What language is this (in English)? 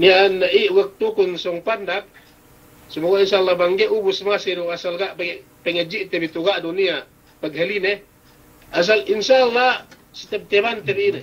Yakan